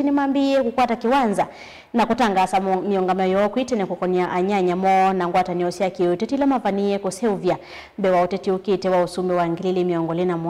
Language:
Kamba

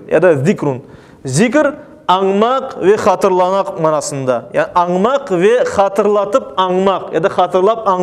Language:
Crimean Tatar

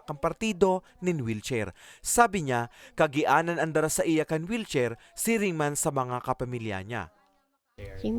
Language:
Bikol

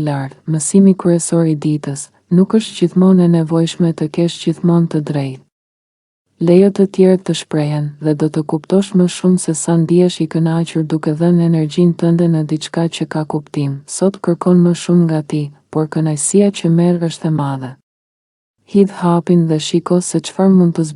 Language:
Albanian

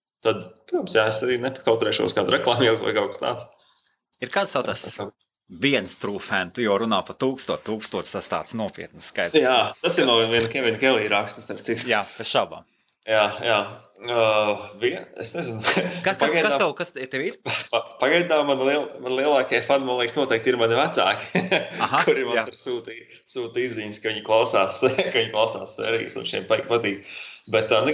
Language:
Latvian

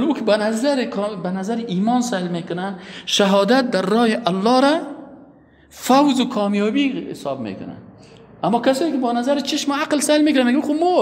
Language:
Persian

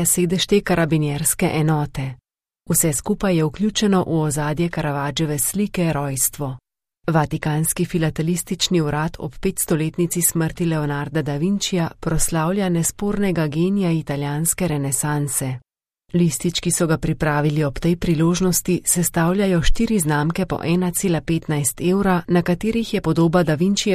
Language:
Slovenian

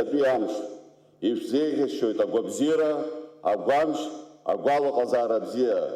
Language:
Abkhazian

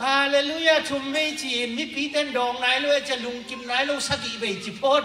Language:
Tedim Chin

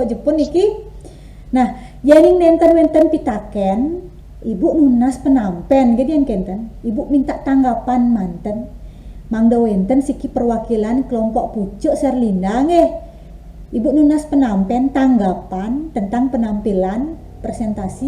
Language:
Balinese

